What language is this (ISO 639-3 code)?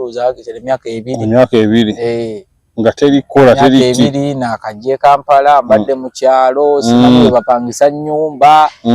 lug